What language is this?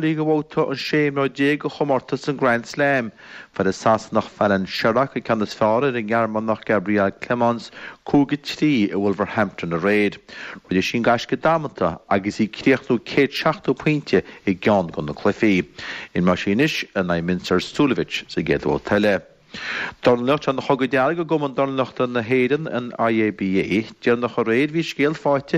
Irish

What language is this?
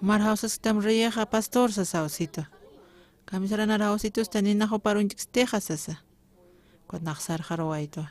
Aymara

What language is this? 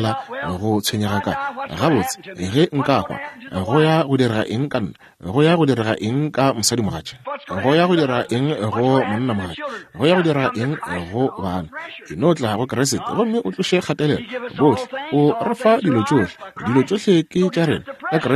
Northern Sotho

